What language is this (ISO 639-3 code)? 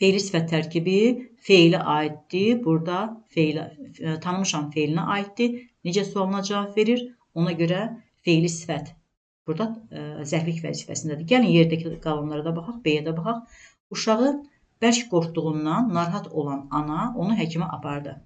aze